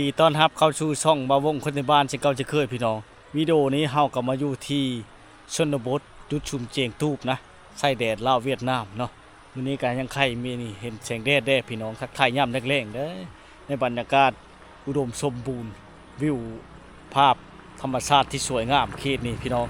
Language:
Lao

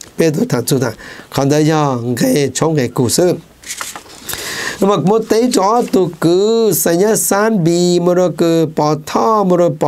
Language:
Vietnamese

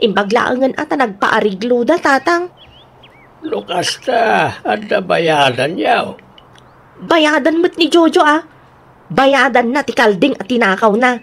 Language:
Iloko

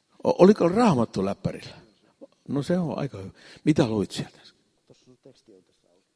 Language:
Finnish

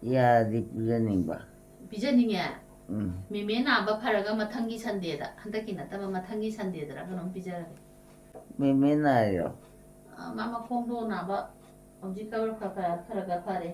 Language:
Manipuri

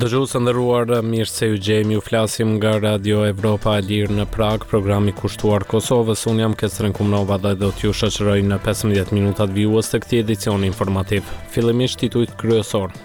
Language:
Albanian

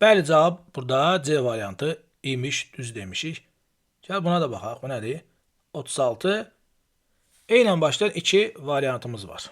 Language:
Azerbaijani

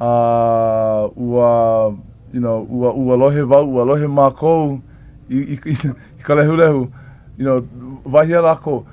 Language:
Hawaiian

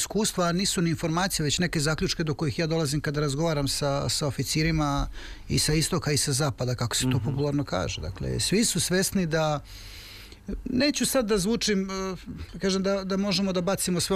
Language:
Serbian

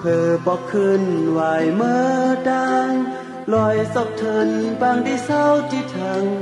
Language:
Shan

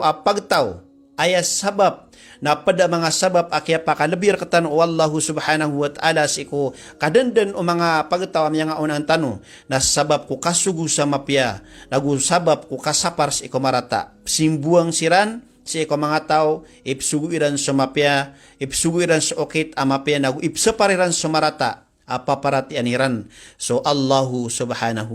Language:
Maranao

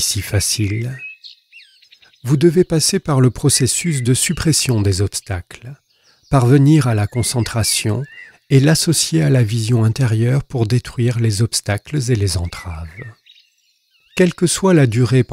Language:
French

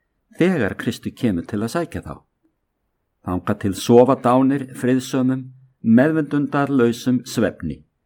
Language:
Icelandic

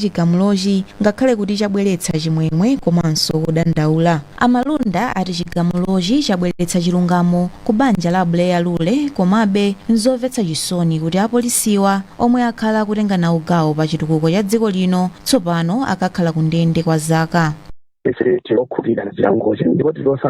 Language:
Nyanja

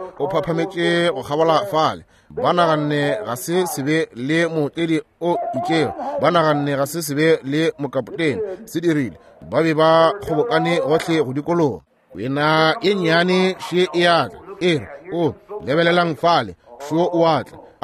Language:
Northern Sotho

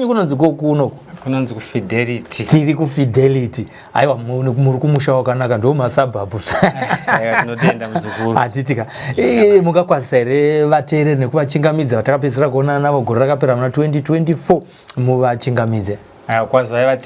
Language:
Shona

